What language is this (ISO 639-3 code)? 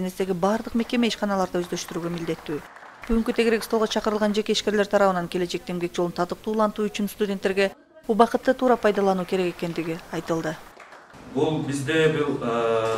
kir